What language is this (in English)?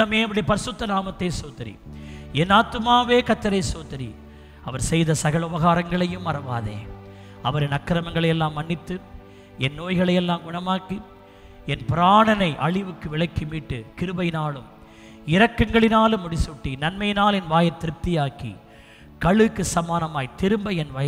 Tamil